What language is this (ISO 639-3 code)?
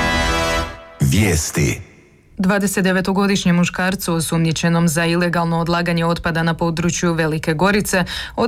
hrv